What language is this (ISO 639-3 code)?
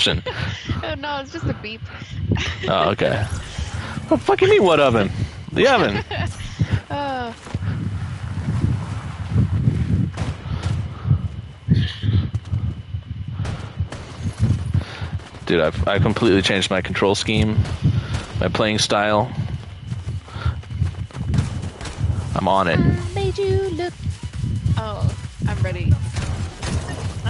eng